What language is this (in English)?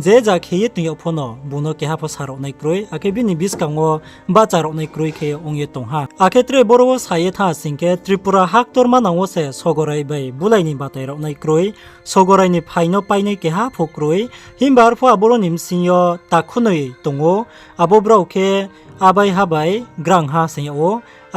Riang (India)